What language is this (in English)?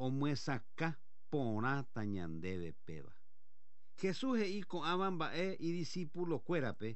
Guarani